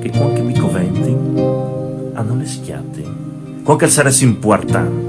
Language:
Friulian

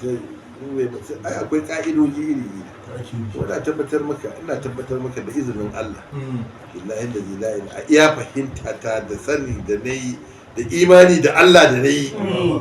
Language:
Hausa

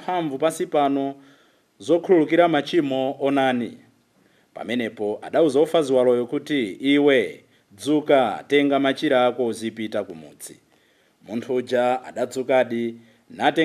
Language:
Nyanja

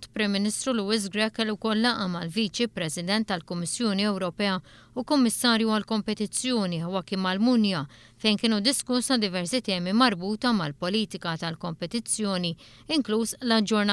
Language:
Maltese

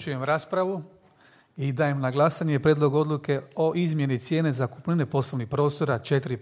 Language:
Croatian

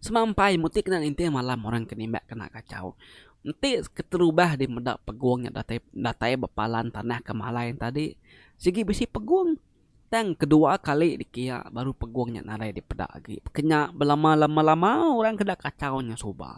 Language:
Iban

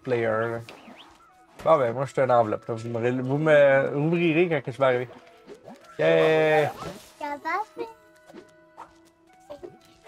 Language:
French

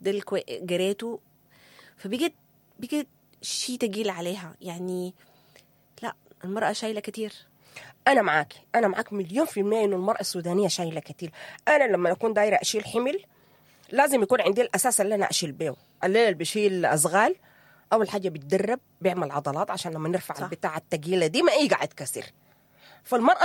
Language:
Sudanese Arabic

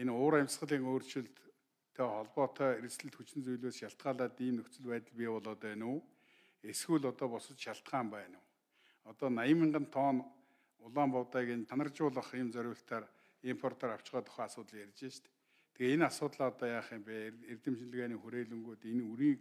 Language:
Mongolian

